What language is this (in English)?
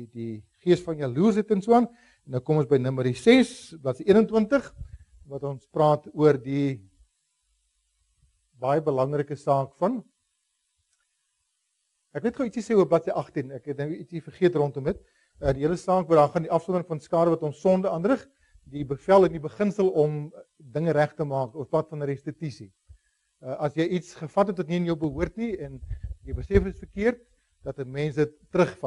Afrikaans